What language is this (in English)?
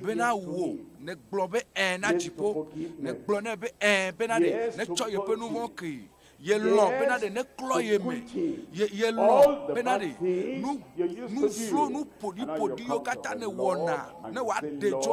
Ewe